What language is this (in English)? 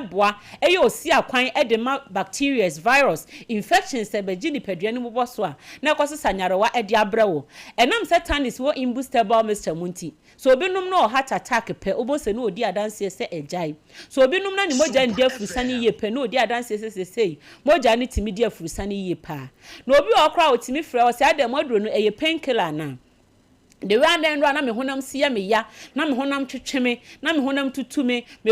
Akan